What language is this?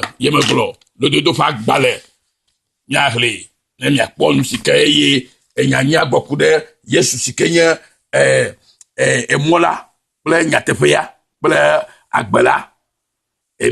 Ewe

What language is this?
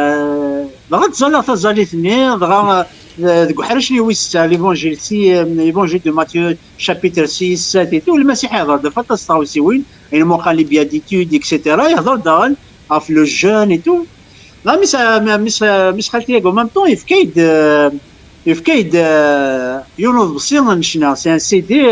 Kabyle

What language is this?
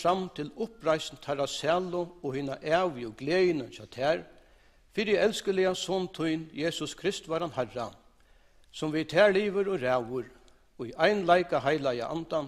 Faroese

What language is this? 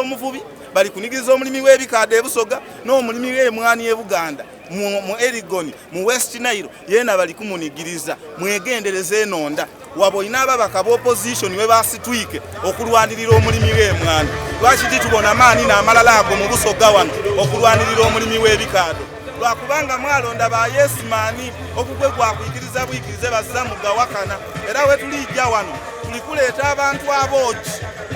Soga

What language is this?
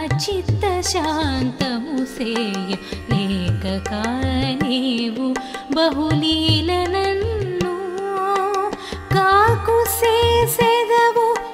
Telugu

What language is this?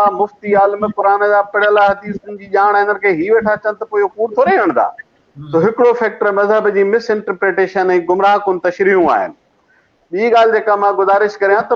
Sindhi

